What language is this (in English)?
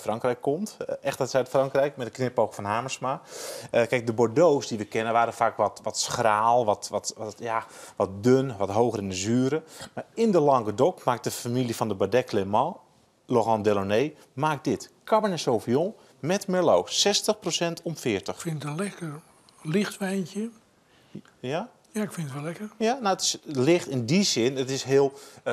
Dutch